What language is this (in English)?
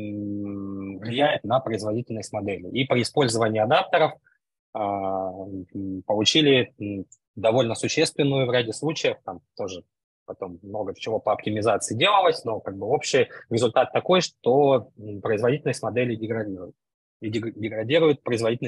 Russian